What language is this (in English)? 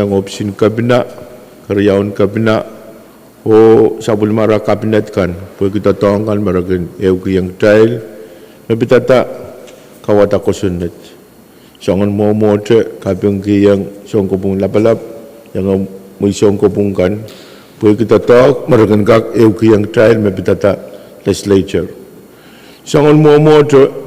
Pohnpeian